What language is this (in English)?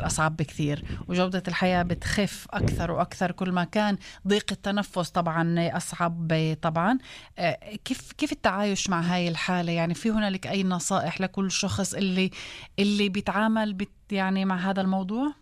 North Levantine Arabic